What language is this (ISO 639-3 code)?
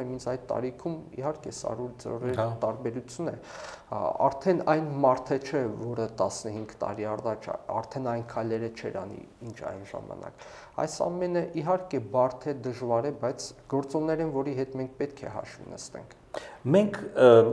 hye